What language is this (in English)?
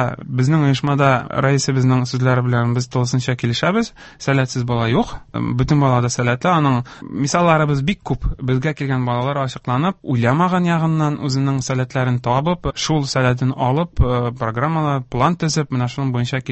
Tatar